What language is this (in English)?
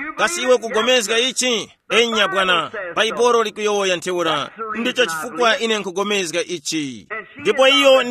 Tumbuka